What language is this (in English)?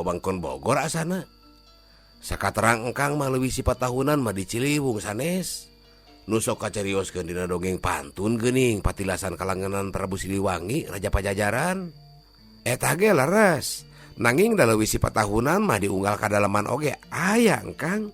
Sundanese